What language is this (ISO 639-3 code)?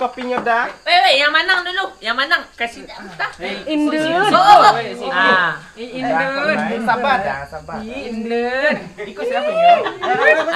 min